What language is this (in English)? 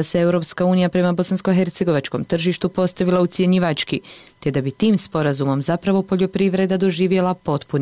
Bosnian